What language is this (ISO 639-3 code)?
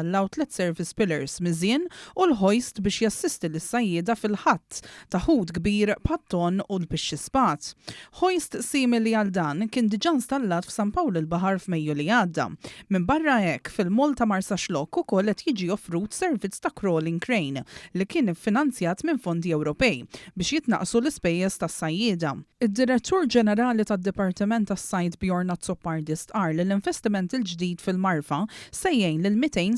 mlt